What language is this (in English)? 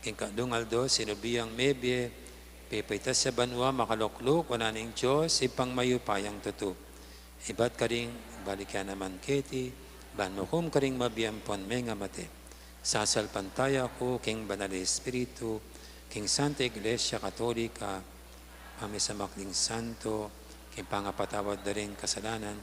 Pampanga